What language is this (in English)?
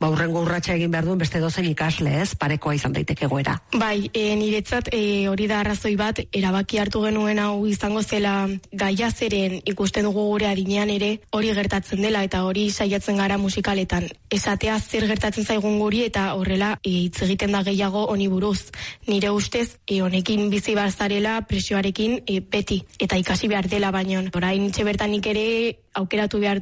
Basque